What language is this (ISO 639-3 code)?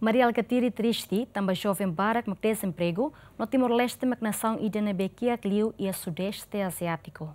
tet